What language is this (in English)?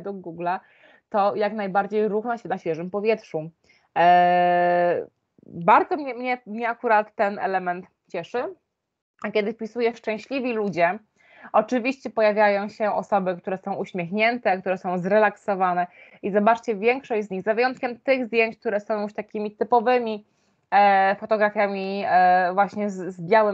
Polish